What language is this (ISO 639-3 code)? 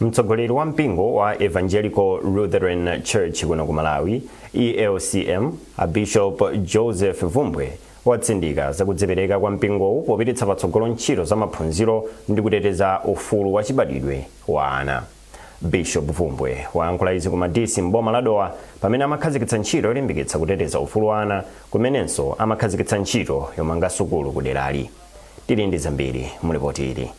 nya